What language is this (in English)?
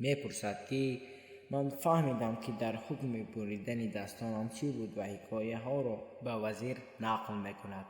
Tajik